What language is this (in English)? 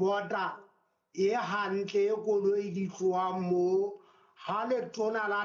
Southern Sotho